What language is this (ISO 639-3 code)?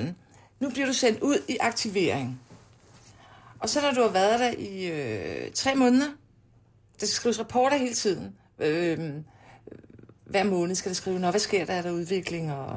dan